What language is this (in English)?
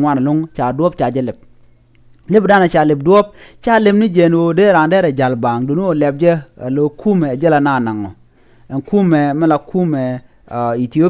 Nuer